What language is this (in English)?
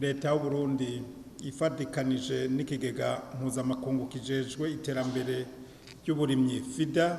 Rundi